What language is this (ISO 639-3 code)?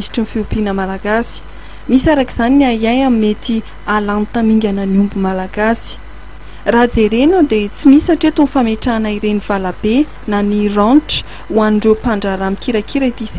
mlg